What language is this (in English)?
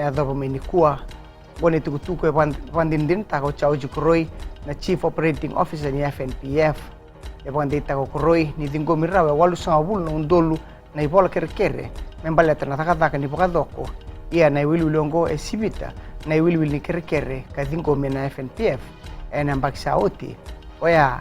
Fijian